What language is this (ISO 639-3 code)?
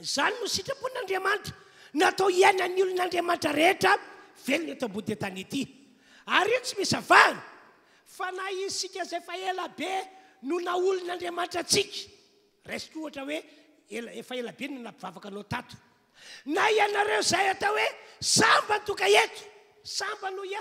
mlg